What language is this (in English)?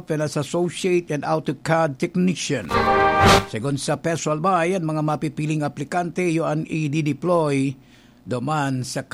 Bikol